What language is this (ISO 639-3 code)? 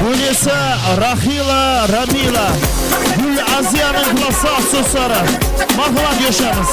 kaa